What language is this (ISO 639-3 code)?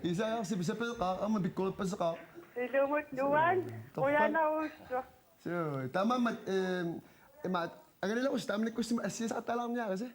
kal